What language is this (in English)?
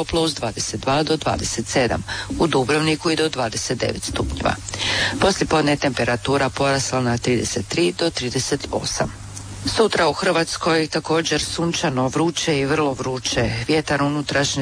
Croatian